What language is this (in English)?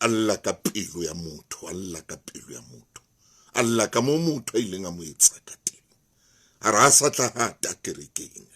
Southern Sotho